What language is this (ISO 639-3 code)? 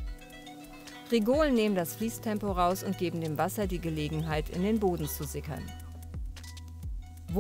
deu